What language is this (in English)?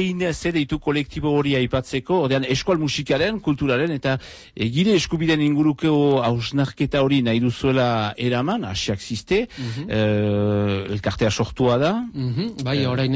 Basque